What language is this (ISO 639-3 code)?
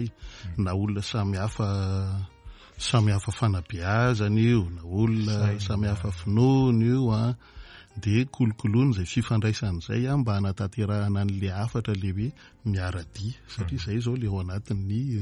mlg